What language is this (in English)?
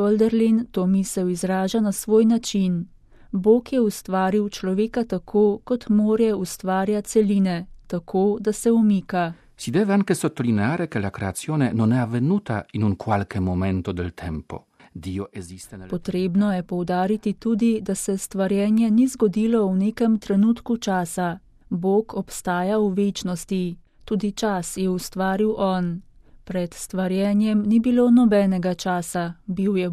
Slovenian